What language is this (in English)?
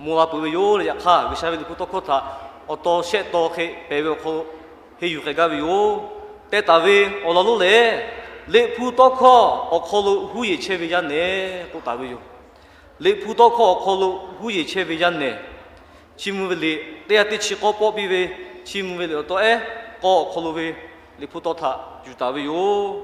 Lahu